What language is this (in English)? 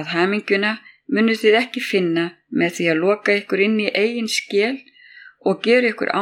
Icelandic